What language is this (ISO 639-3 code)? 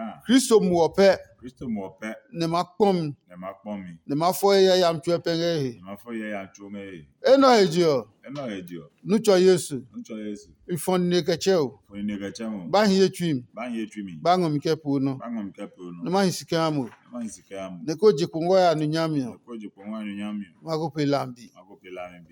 ada